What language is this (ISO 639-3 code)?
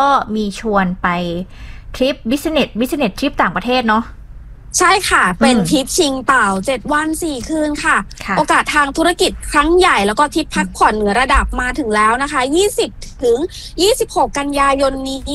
tha